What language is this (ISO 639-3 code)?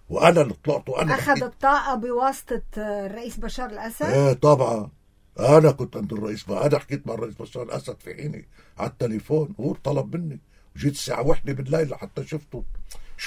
apc